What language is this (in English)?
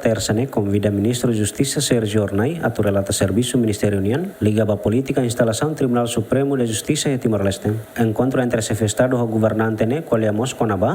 Tetum